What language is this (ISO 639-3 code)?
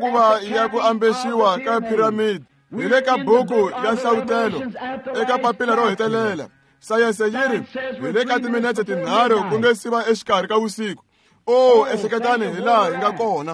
tso